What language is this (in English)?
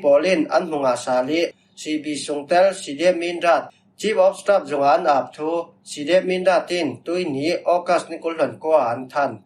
Falam Chin